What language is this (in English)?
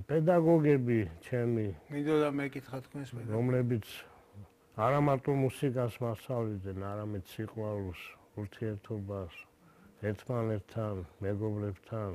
Georgian